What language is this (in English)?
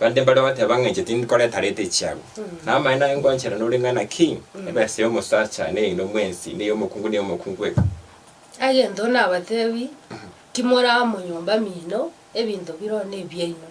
Gusii